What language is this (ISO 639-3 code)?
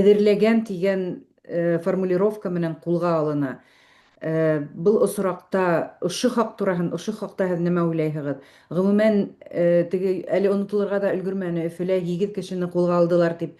bak